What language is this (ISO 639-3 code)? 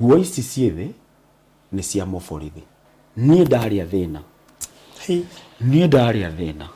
kik